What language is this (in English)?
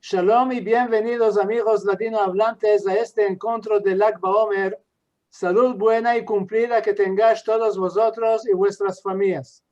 Ladino